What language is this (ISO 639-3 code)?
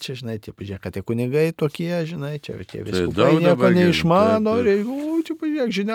lit